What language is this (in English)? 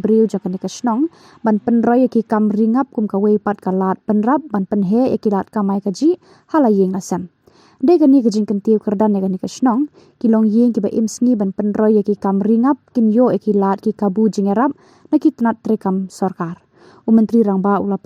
Khasi